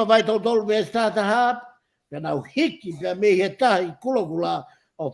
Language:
Tongan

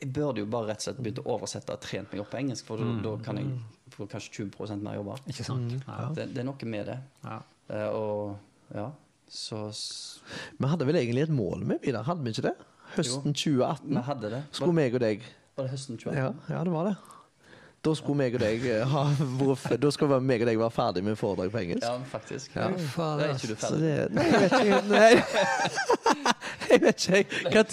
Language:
Norwegian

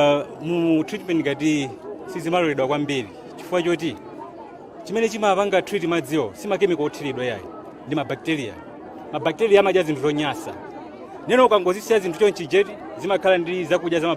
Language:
Nyanja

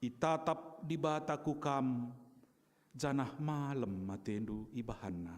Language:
Batak Karo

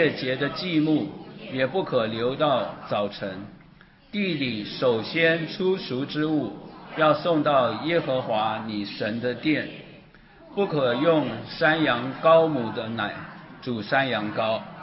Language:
Chinese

